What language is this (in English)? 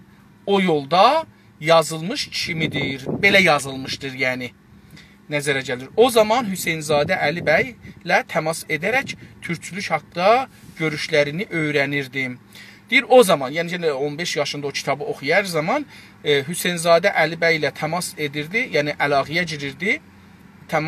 South Azerbaijani